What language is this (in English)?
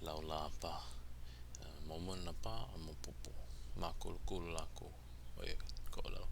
Hawaiian